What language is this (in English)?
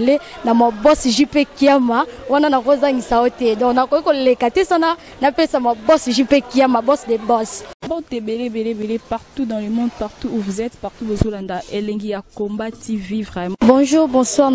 Lingala